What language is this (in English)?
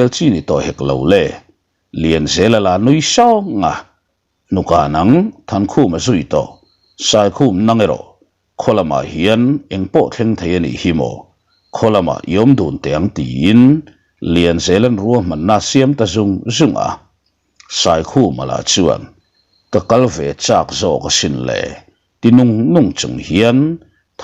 Mizo